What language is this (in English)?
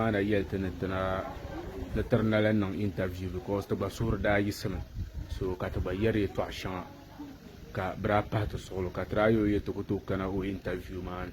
Dagbani